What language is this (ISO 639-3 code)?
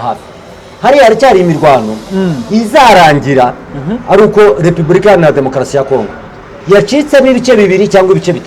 kin